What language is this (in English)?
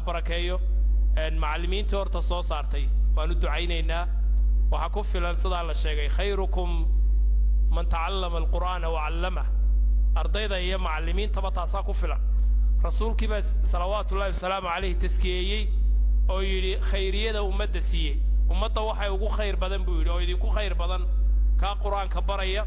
Somali